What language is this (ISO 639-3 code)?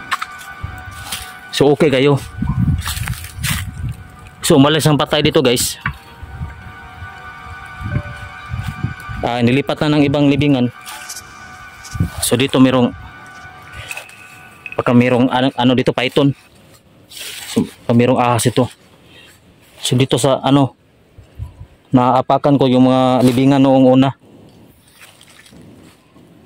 fil